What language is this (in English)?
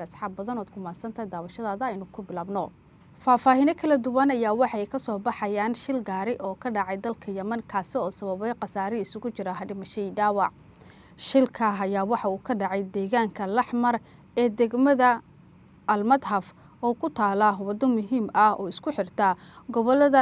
Somali